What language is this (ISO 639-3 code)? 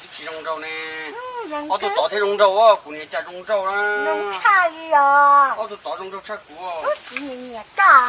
hmn